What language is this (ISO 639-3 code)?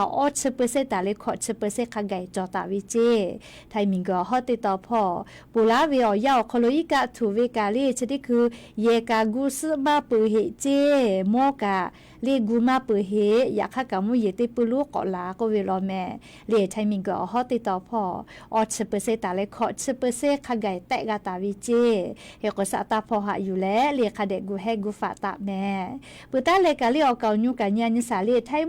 lhu